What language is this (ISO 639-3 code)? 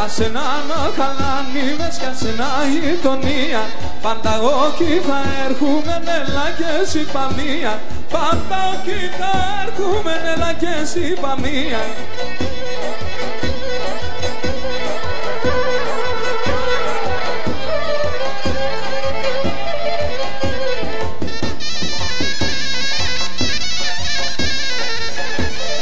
ell